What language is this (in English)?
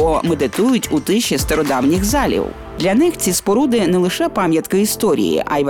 Ukrainian